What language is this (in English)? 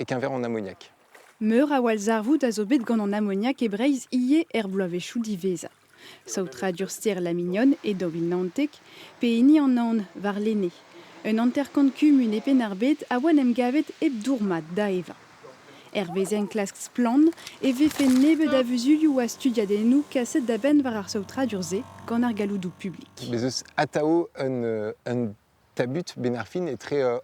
Breton